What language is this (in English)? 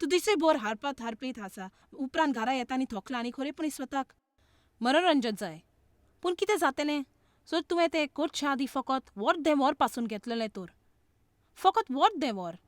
Konkani